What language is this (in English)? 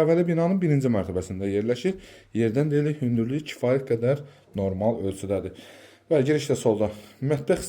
Azerbaijani